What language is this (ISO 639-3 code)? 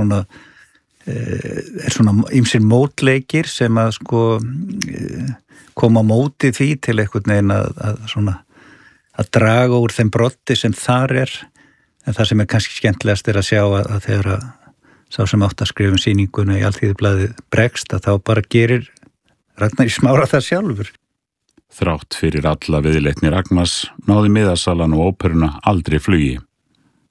isl